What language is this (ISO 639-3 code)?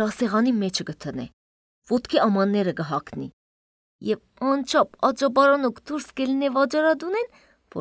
hye